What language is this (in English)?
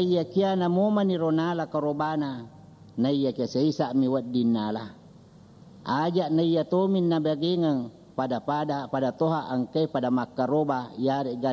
Buginese